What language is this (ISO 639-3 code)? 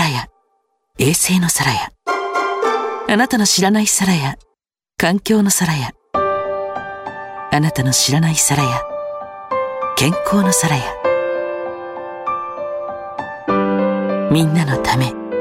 jpn